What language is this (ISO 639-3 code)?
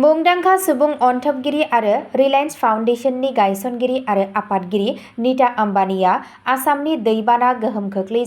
brx